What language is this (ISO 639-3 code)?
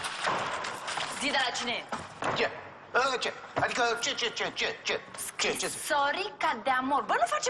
ron